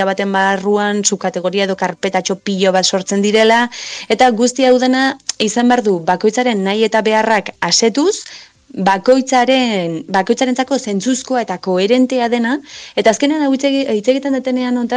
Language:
Basque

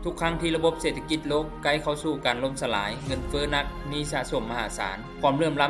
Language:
Lao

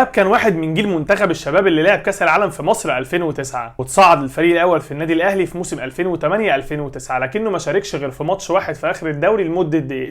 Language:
Egyptian Arabic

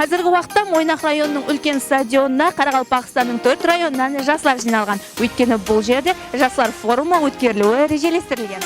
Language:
Kara-Kalpak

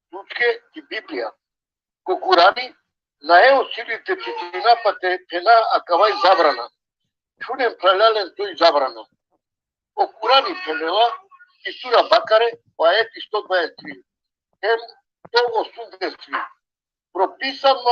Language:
Balkan Romani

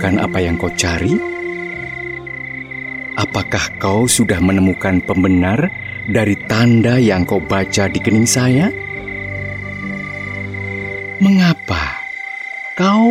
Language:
Indonesian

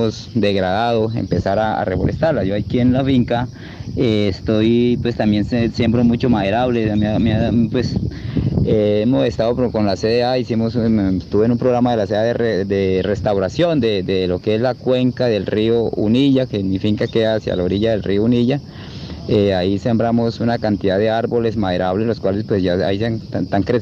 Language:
Spanish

